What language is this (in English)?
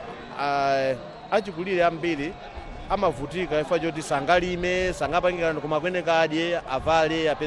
Nyanja